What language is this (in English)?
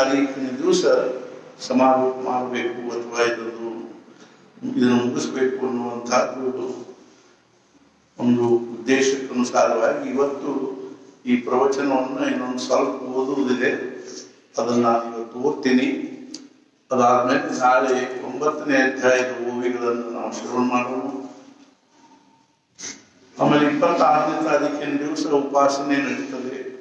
Kannada